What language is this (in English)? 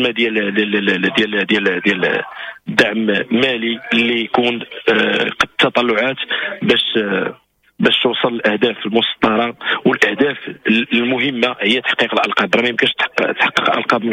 Moroccan Arabic